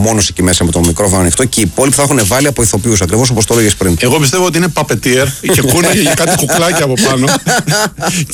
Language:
Greek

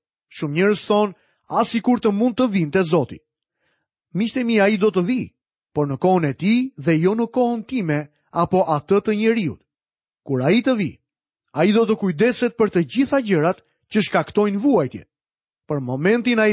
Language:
Albanian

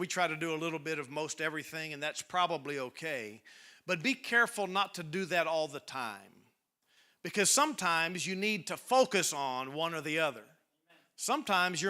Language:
English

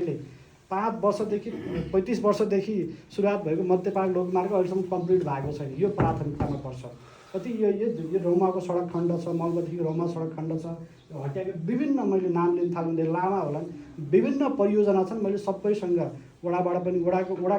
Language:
Nepali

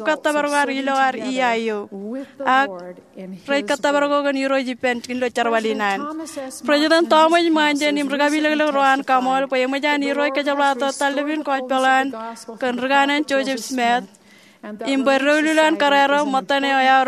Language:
Marshallese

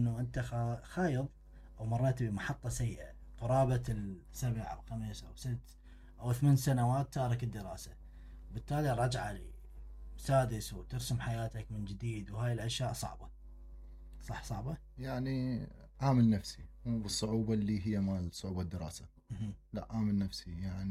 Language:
Mesopotamian Arabic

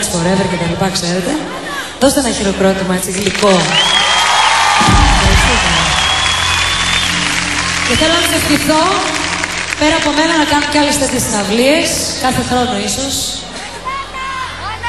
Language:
Greek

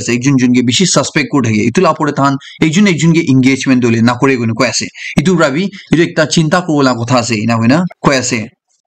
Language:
Naga Pidgin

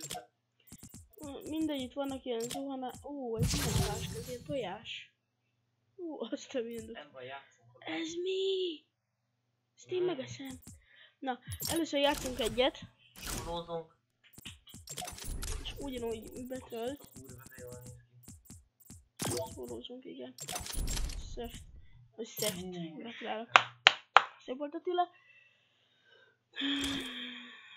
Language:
Hungarian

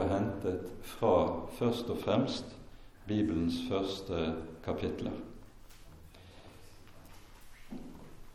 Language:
Norwegian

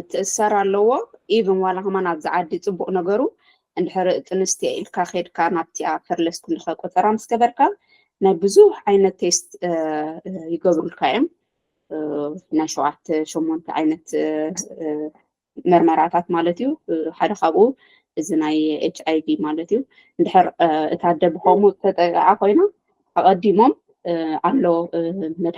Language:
Tigrinya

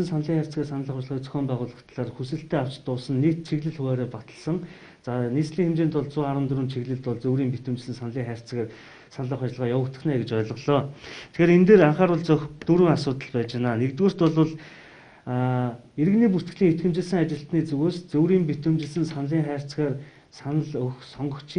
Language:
Mongolian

